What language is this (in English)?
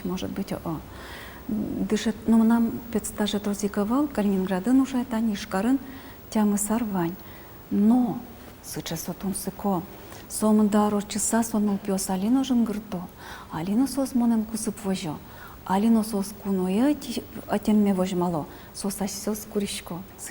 Udmurt